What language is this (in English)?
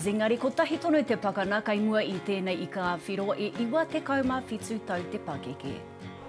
Māori